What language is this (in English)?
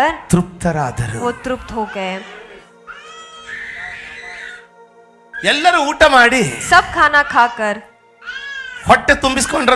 Kannada